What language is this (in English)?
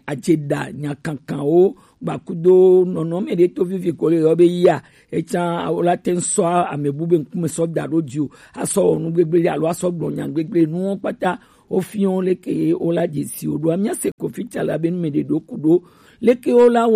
Gen